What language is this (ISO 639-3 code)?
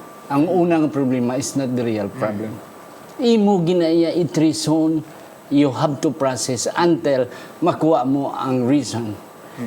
hil